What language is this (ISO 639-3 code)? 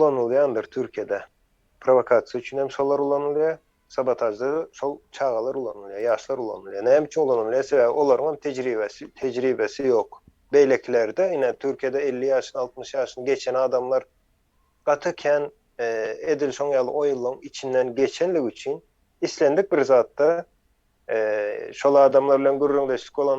tuk